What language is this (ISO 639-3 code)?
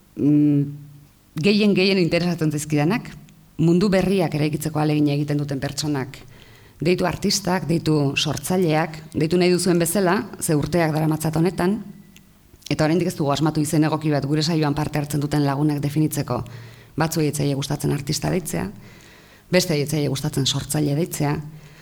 eus